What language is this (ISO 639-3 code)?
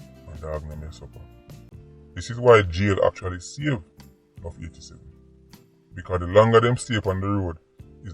jam